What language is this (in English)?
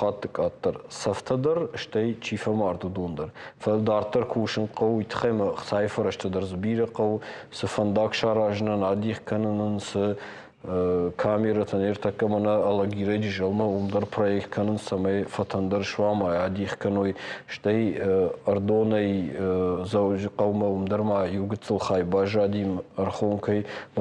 Ossetic